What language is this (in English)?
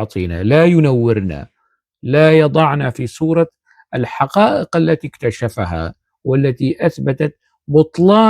North Levantine Arabic